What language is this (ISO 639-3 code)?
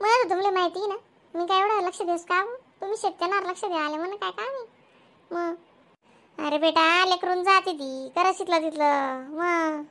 khn